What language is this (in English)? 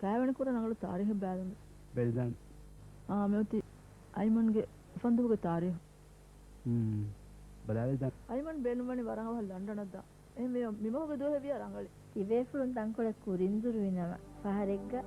Divehi